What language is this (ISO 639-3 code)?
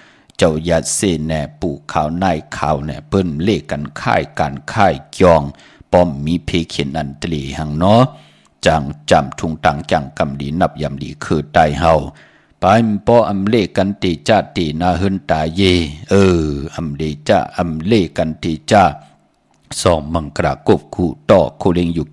shn